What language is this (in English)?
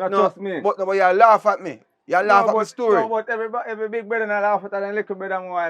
Jamaican Creole English